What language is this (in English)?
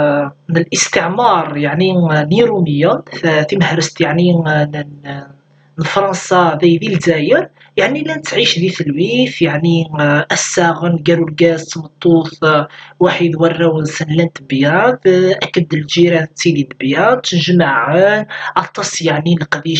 Kabyle